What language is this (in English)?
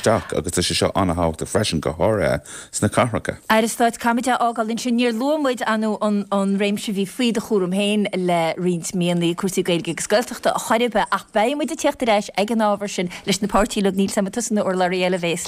Irish